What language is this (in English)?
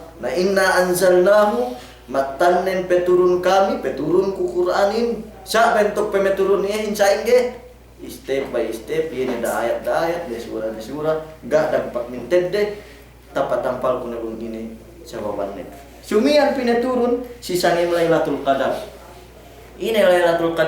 Yakan